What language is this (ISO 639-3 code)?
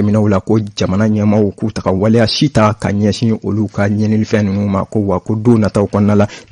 bam